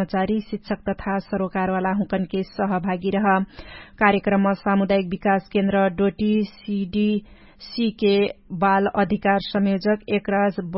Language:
Dangaura Tharu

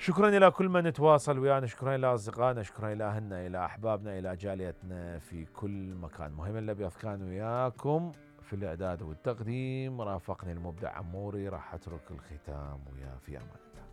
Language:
Mesopotamian Arabic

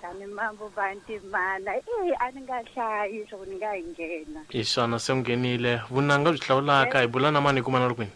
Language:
Tsonga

